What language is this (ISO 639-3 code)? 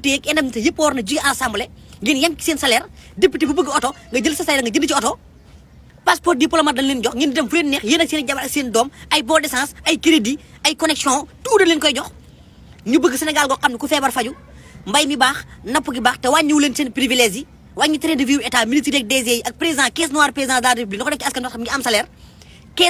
wol